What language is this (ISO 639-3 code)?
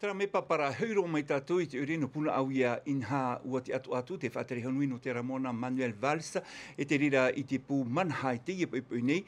tah